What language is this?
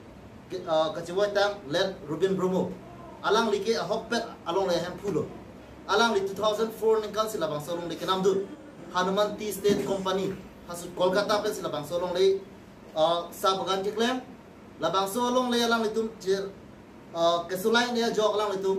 Karbi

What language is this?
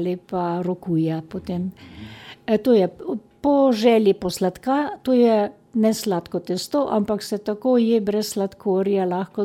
Slovenian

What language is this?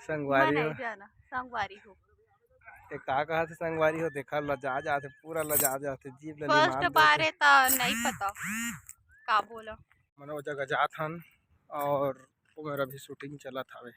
Chhattisgarhi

